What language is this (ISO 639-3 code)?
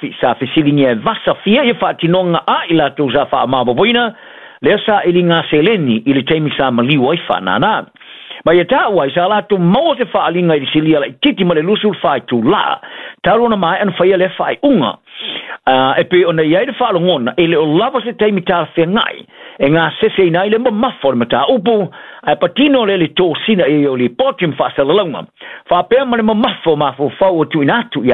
smo